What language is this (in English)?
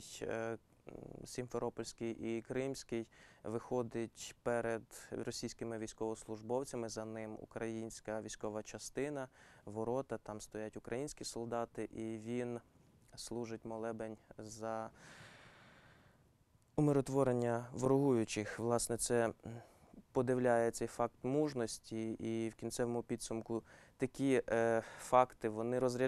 Ukrainian